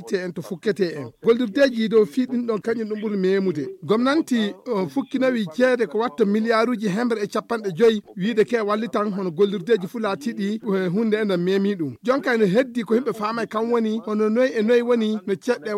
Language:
Fula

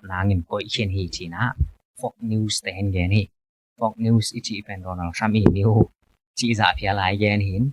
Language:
Tedim Chin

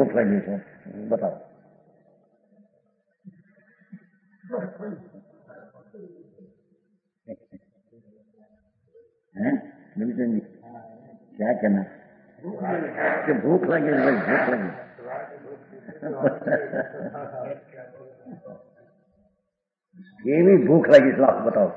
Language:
Gujarati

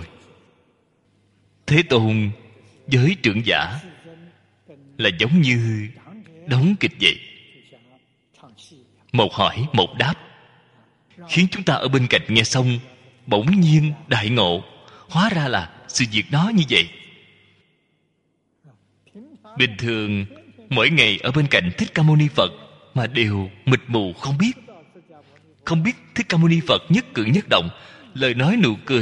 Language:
Vietnamese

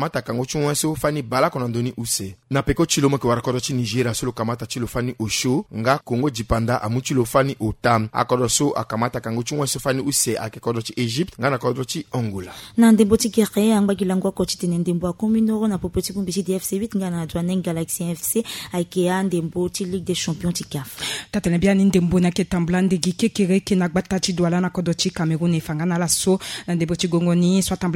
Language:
Sango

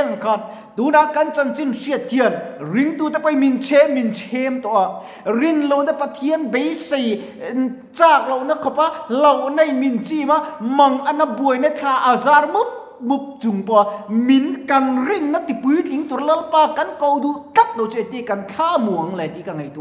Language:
Mizo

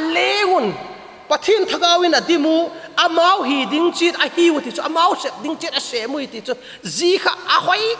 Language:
Vaiphei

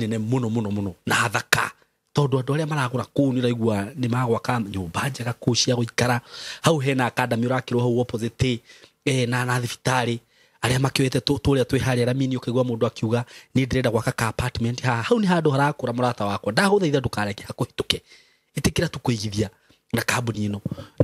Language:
Kikuyu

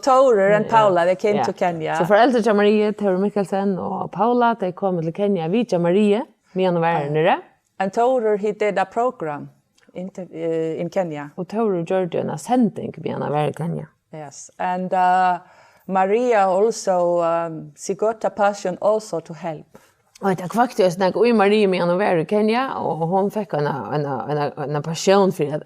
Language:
Faroese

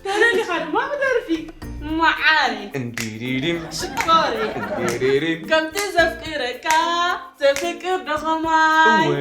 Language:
Tigrinya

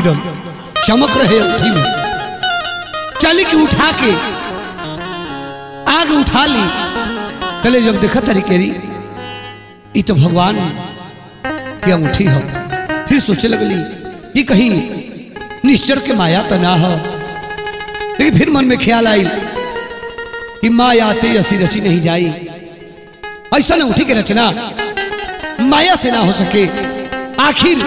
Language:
Bhojpuri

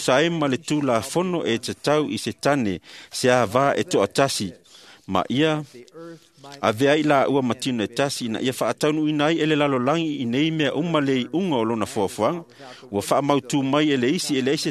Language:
Samoan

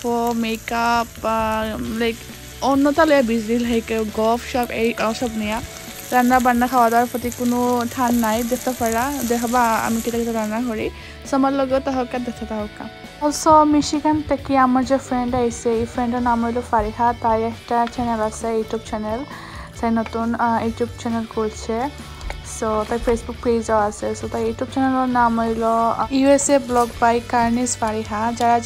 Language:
Sylheti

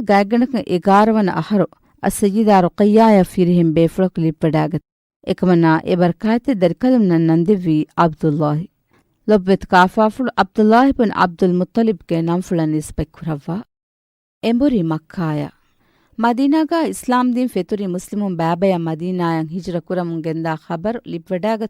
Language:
Divehi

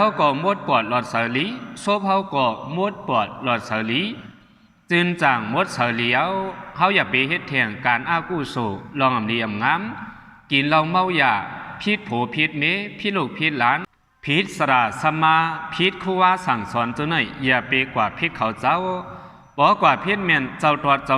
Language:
Shan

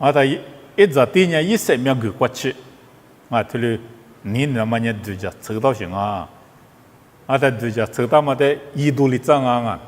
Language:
Lisu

